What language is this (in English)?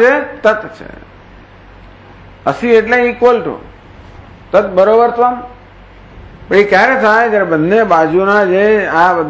Gujarati